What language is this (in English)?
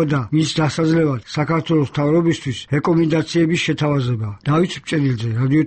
Georgian